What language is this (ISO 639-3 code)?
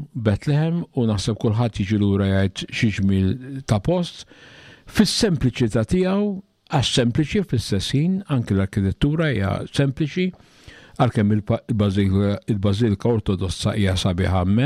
mlt